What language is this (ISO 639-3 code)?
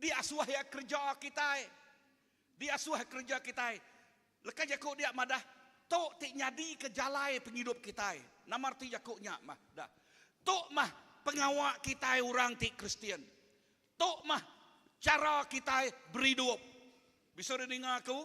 iba